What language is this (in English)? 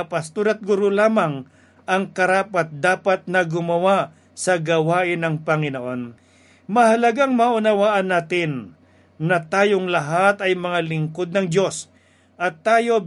Filipino